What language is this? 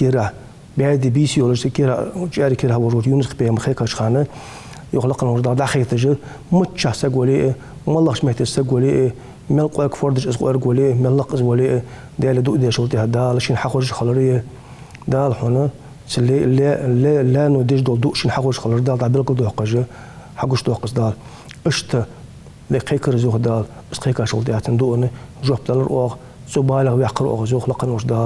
Ingush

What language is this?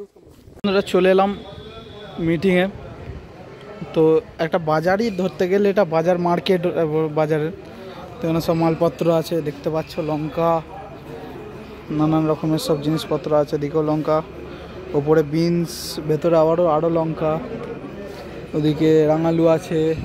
Bangla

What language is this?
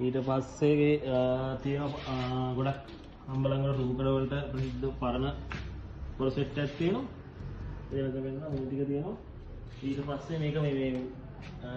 Sinhala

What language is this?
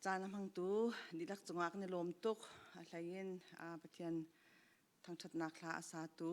Hakha Chin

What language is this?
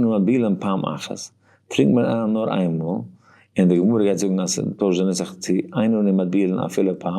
Yiddish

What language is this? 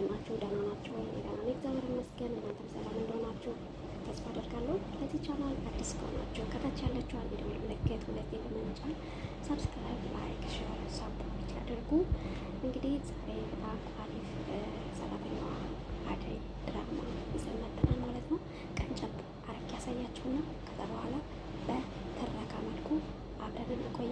Amharic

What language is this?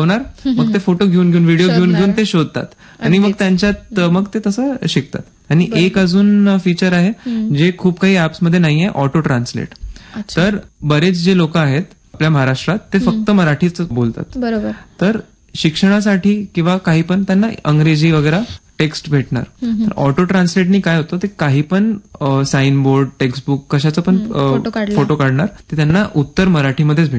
Marathi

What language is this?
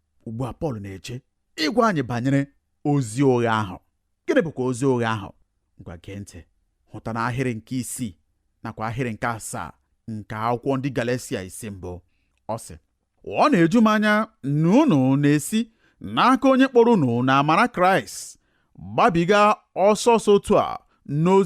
Igbo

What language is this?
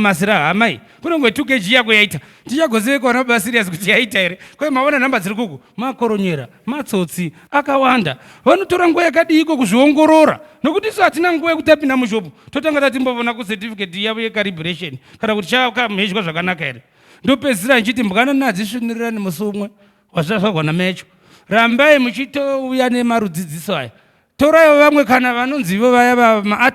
Shona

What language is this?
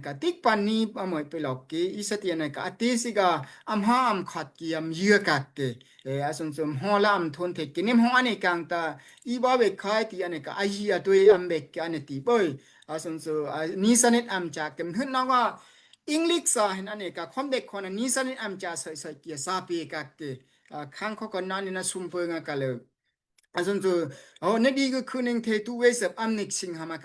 Daai Chin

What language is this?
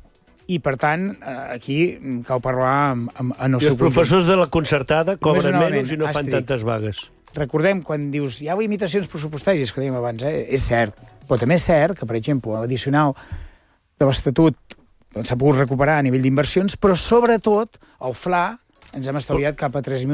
Catalan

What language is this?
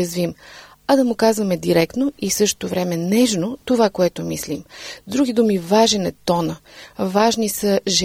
Bulgarian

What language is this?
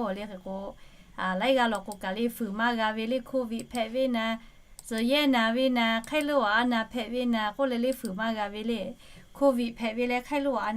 Lahu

